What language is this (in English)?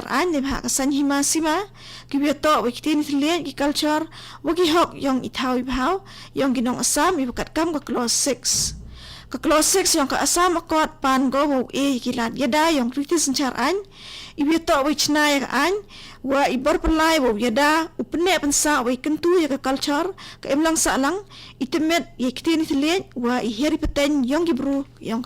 Khasi